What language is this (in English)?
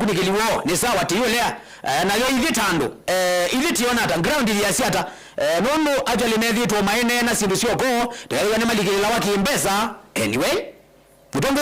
Kamba